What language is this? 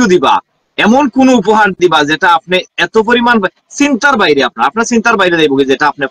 Sylheti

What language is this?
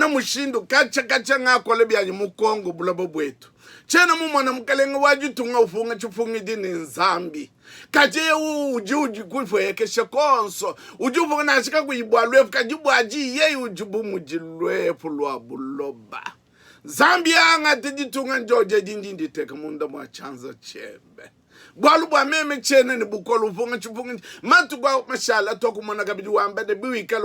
Luba-Lulua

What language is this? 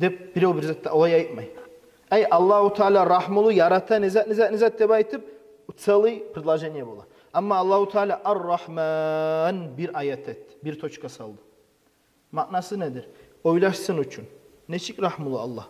Kumyk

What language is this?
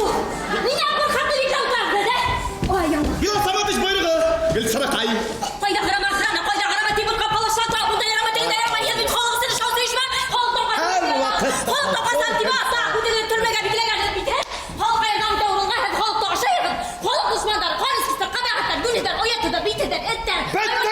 Bashkir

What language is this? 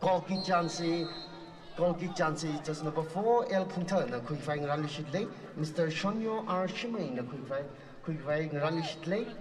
Tangkhul Naga (India)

